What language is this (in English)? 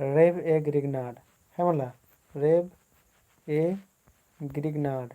Kurukh